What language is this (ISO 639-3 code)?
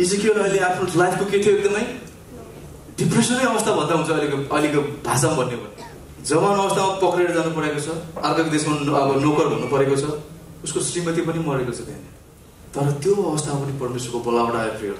nep